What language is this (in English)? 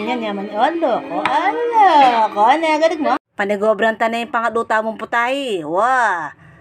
Pampanga